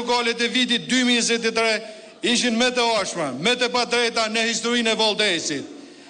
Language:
Albanian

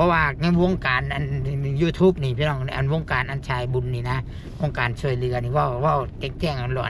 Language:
Northeastern Thai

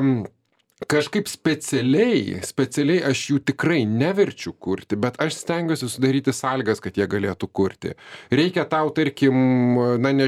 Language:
Lithuanian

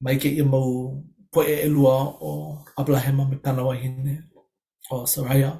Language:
Hawaiian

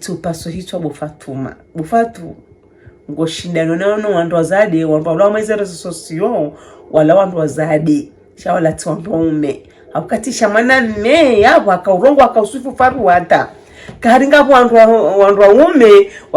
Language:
Ngazidja Comorian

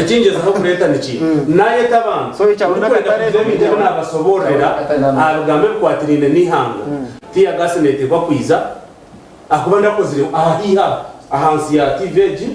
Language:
Nyankole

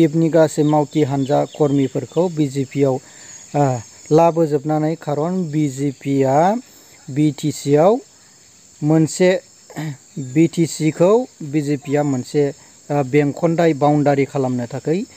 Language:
Bodo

